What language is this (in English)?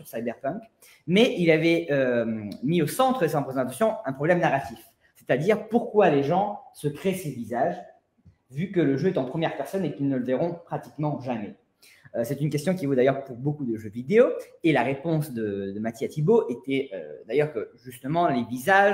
French